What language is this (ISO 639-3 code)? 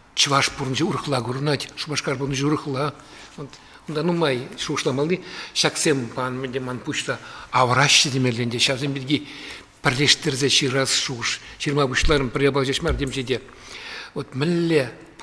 chv